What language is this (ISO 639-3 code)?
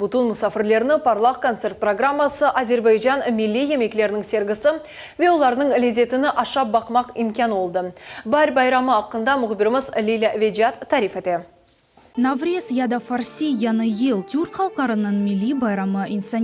crh